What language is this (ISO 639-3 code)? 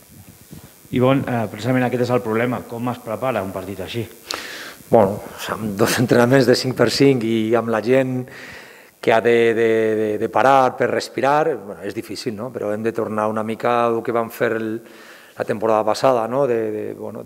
cat